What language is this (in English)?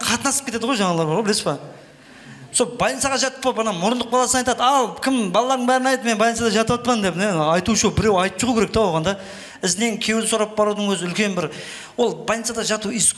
Kara-Kalpak